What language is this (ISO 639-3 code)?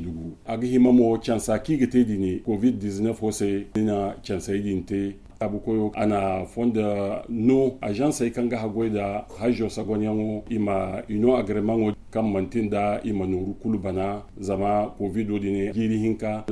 dje